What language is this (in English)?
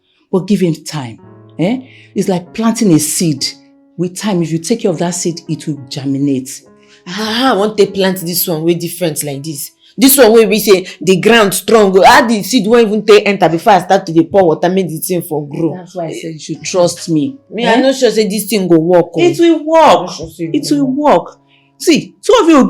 Nigerian Pidgin